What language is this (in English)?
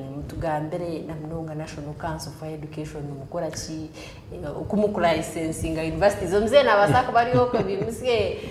Nyankole